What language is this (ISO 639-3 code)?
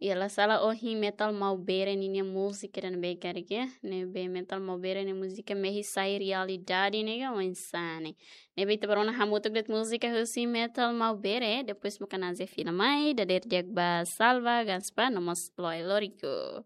tet